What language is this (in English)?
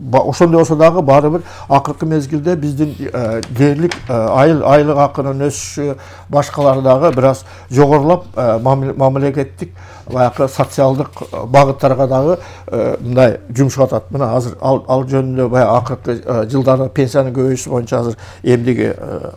Kyrgyz